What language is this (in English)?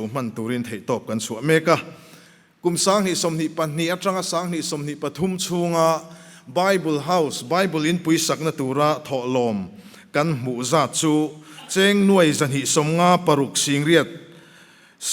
Mizo